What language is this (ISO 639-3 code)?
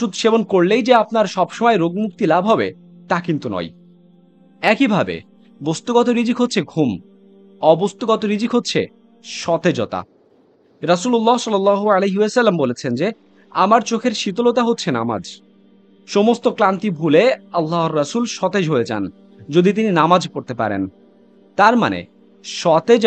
ben